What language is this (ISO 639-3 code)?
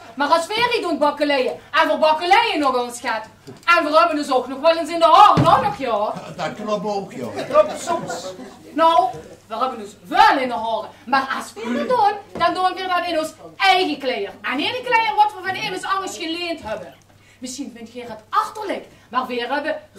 lim